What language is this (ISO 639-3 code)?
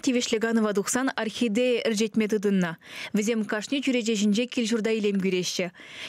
chv